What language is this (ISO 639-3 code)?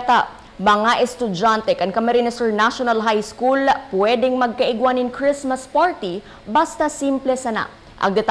bik